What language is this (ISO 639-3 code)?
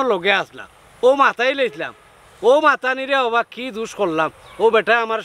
syl